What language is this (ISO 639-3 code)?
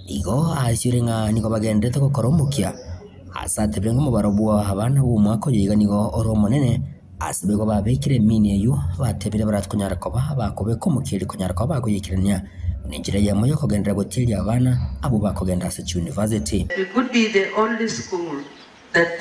guz